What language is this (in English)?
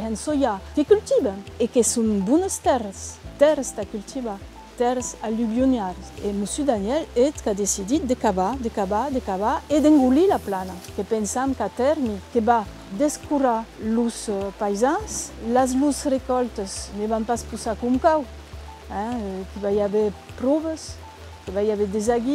Occitan